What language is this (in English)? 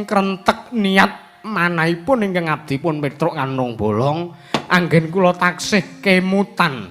Javanese